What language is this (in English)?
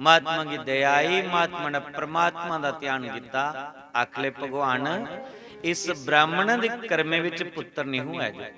Dogri